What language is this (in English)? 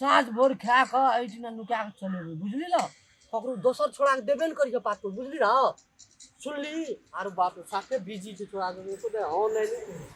Maithili